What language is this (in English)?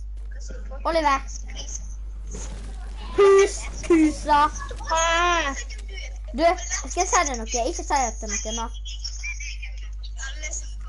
Norwegian